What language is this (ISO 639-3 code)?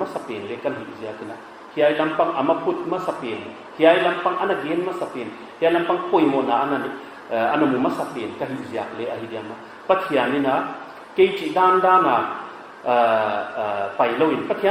pck